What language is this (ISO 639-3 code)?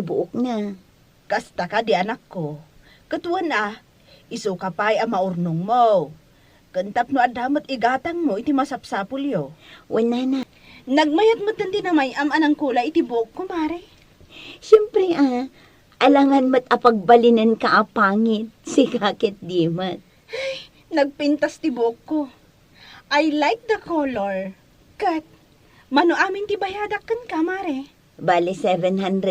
ilo